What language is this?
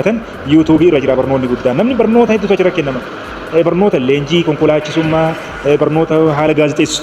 Oromo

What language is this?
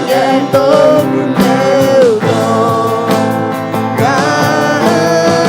Akha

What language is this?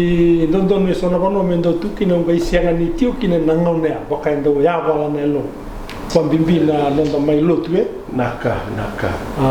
Fijian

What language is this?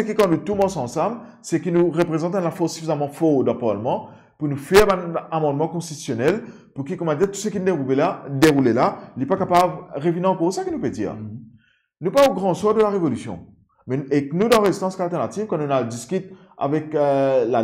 Morisyen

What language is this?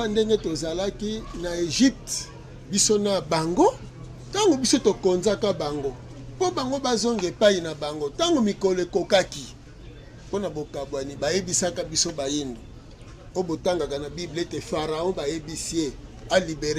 Lingala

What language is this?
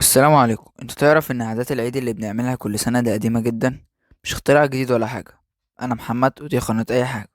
Egyptian Arabic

